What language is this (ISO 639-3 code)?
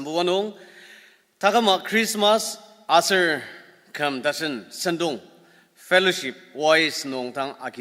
njo